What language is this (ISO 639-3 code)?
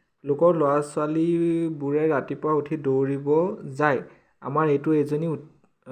asm